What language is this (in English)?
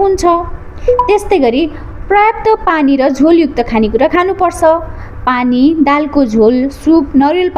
Nepali